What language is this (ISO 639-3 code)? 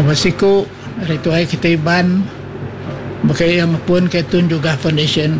iba